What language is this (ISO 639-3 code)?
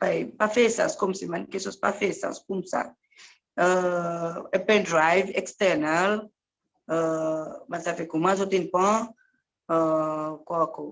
crs